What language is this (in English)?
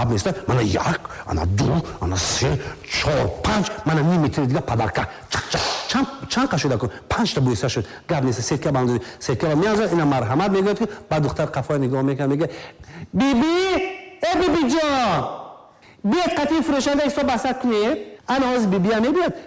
Tajik